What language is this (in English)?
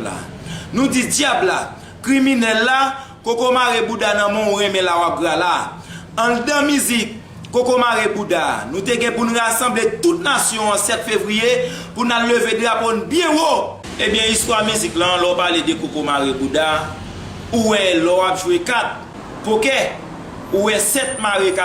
Haitian Creole